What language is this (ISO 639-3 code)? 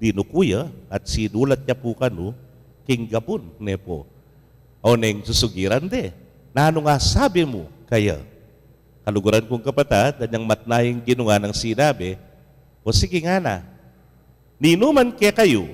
pam